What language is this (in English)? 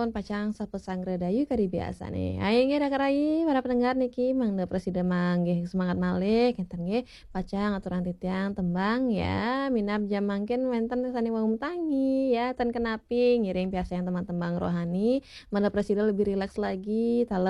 Balinese